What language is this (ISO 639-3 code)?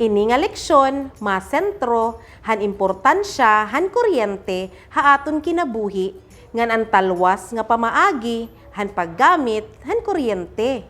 war